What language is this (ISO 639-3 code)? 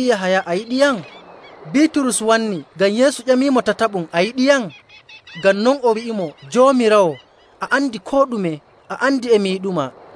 fuv